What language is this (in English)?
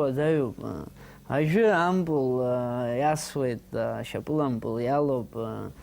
Abkhazian